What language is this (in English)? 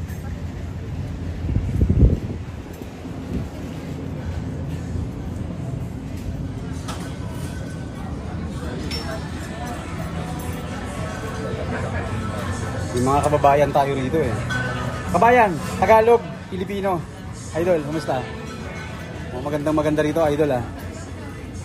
Filipino